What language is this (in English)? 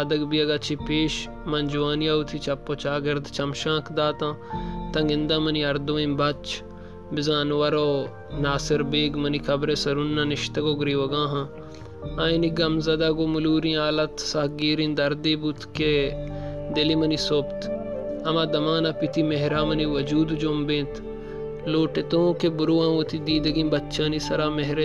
Baluchi